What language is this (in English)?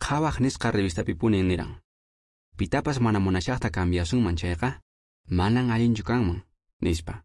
Quechua